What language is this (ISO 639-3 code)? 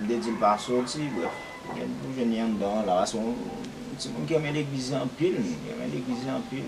hat